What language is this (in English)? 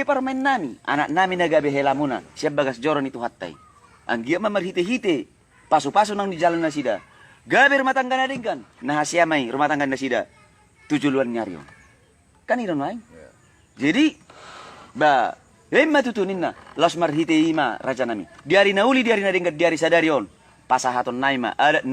Batak Toba